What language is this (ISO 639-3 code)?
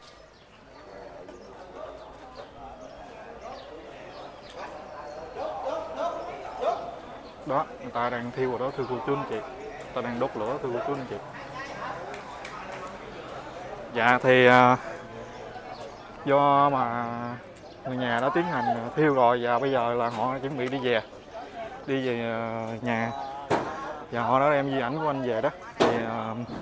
vie